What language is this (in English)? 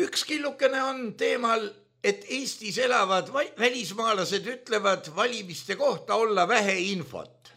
Estonian